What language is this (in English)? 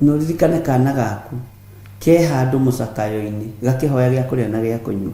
Kikuyu